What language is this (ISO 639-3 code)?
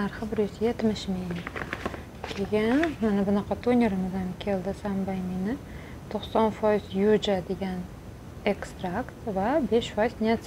uzb